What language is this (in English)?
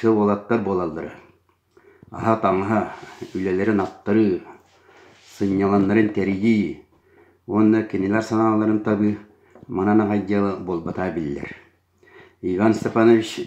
Yakut